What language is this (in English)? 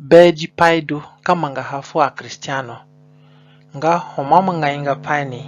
Zande (individual language)